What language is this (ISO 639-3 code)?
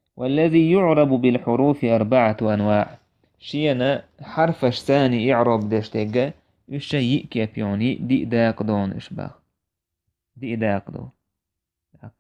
che